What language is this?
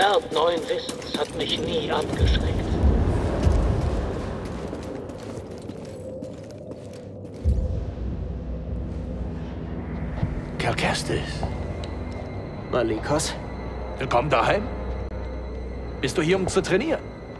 German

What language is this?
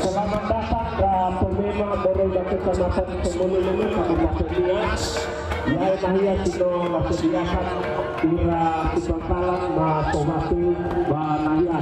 Nias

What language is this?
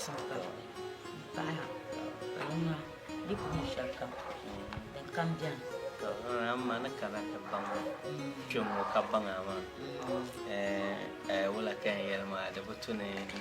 Dagbani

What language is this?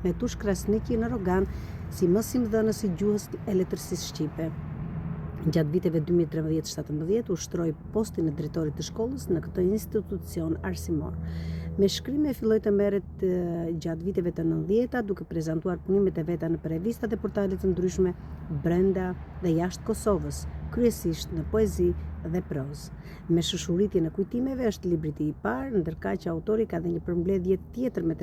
Albanian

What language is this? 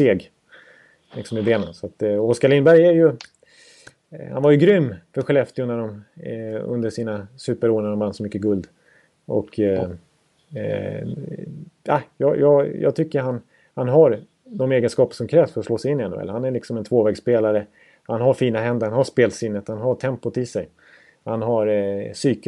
Swedish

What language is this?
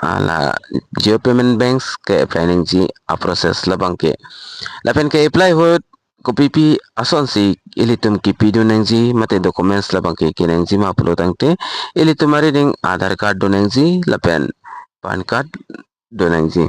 Karbi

